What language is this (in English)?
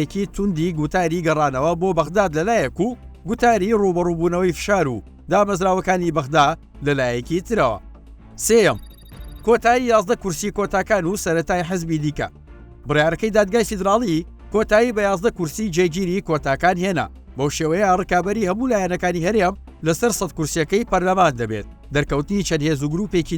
Central Kurdish